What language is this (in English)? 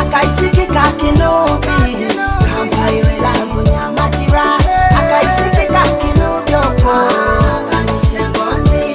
Nyoro